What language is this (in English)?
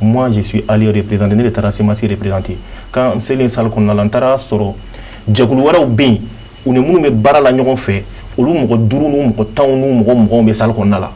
Bambara